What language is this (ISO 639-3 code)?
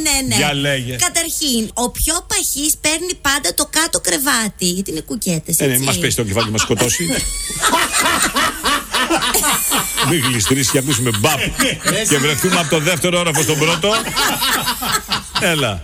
ell